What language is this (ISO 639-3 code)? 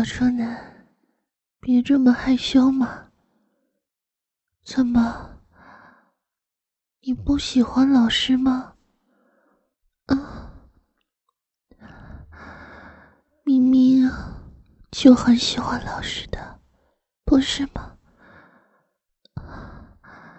zho